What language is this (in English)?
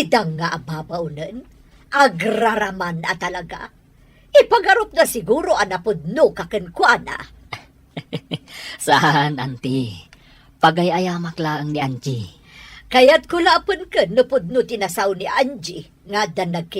Iloko